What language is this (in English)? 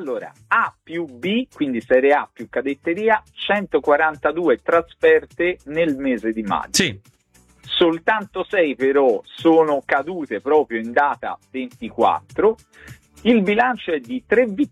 Italian